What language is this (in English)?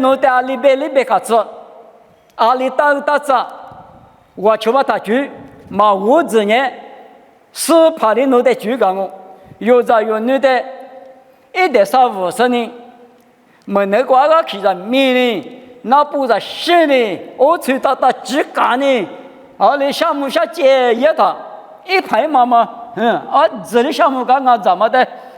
Lisu